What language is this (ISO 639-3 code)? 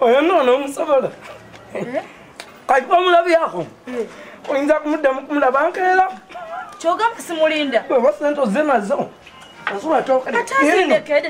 lug